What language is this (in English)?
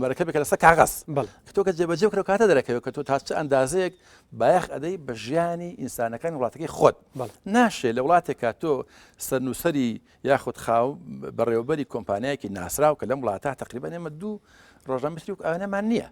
Central Kurdish